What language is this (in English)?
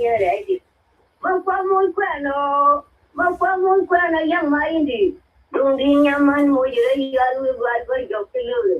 Nuer